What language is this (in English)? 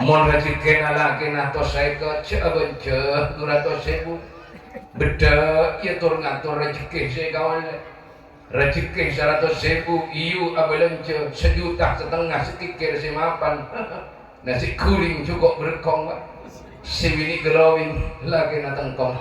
Madurese